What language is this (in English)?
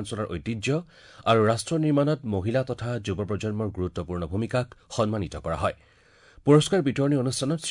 Assamese